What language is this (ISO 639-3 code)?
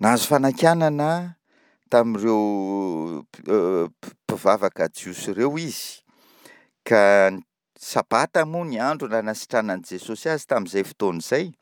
mlg